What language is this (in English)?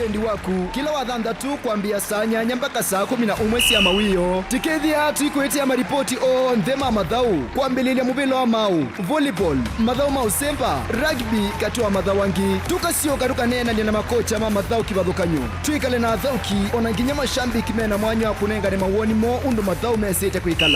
Kamba